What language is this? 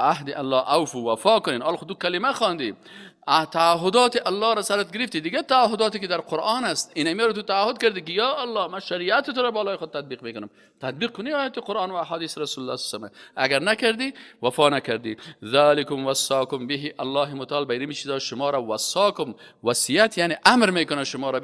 Persian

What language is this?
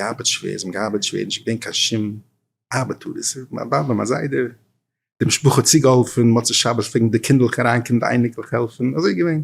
Yiddish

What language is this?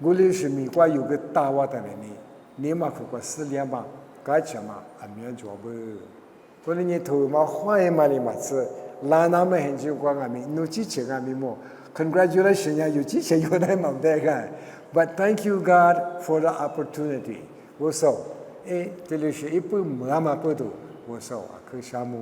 Lisu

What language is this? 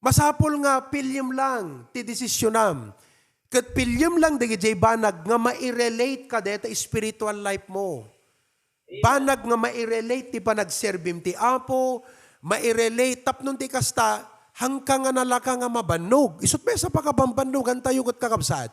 Iloko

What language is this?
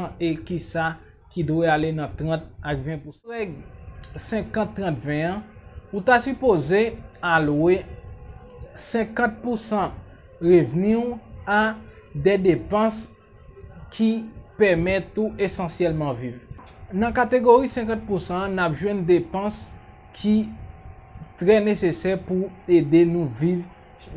Haitian Creole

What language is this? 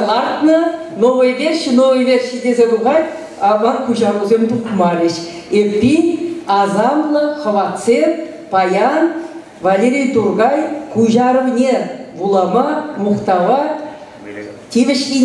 Chuvash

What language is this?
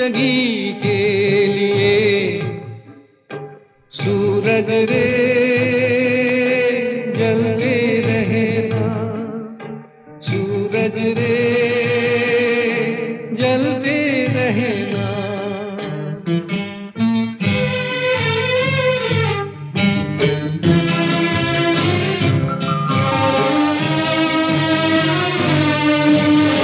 Hindi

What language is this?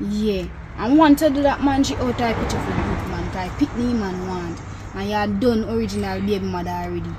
Jamaican Creole English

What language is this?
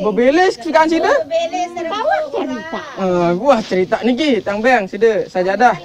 Sasak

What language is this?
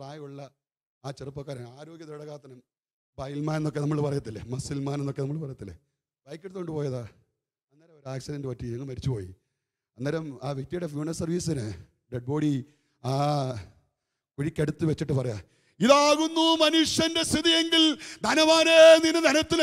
Malayalam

